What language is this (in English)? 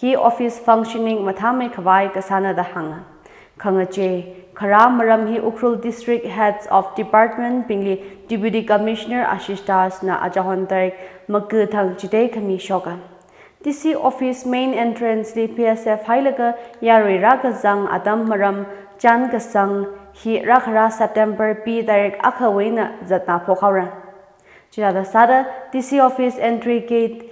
Tangkhul Naga (India)